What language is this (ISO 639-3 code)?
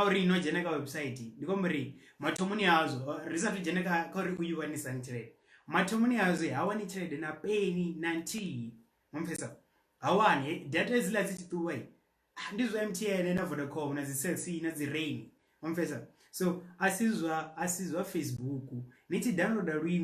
ven